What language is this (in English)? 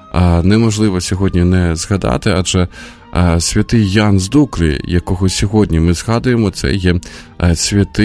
Ukrainian